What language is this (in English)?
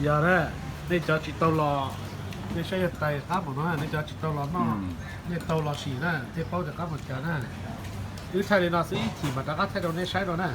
Hmong